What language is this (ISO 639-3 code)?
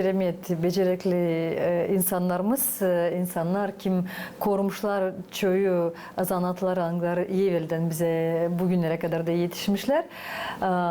gag